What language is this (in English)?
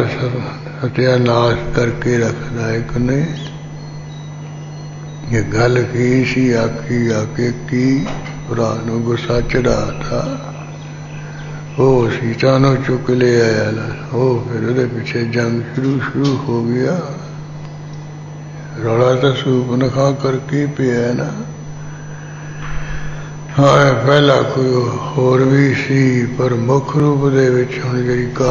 Punjabi